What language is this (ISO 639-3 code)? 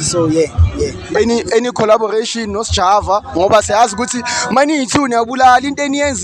zul